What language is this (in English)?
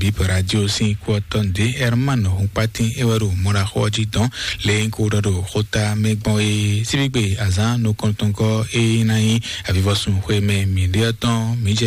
Fon